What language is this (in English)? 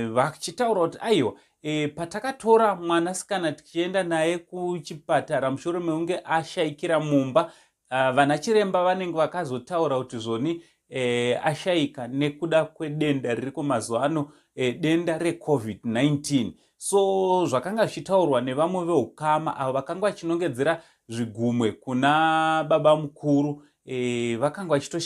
Shona